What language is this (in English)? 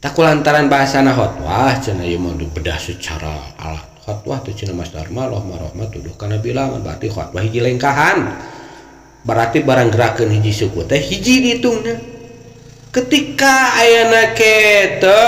Sundanese